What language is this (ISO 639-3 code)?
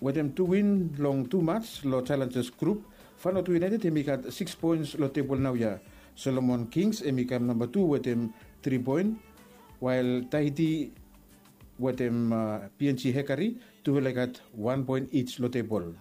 bis